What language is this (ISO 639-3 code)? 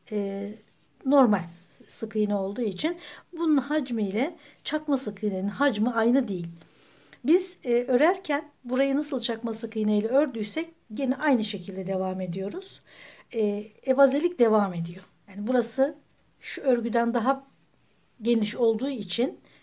tur